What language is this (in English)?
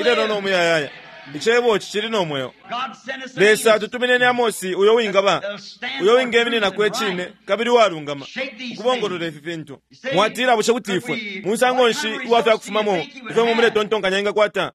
Bemba